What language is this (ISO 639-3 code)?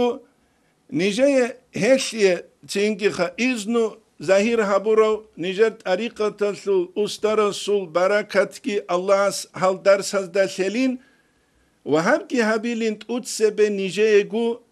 ava